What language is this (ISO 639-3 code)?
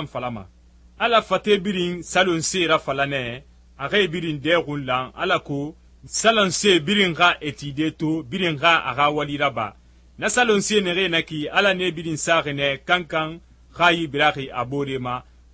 sus